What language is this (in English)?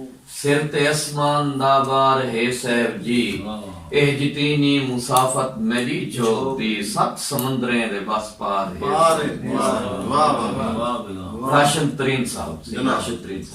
Saraiki